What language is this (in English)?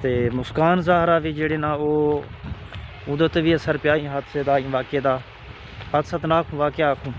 Saraiki